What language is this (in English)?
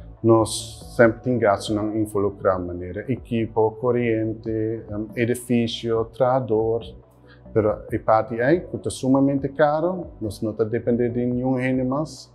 Papiamento